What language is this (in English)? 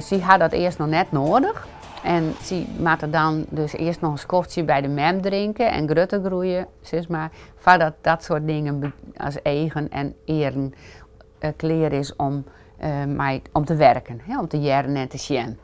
Western Frisian